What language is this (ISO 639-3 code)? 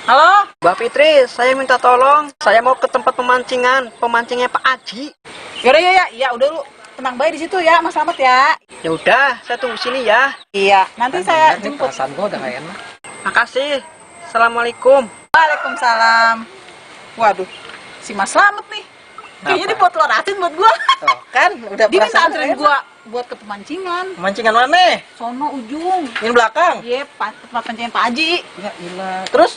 bew